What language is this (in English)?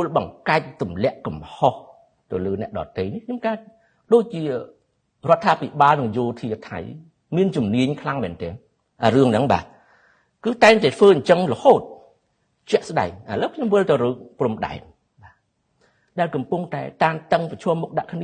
Khmer